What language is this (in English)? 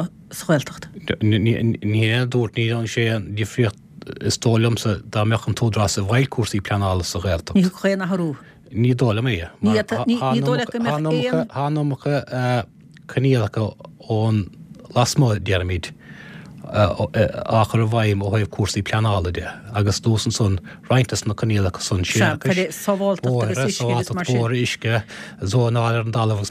Irish